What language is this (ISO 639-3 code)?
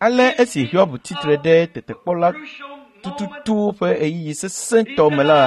ewe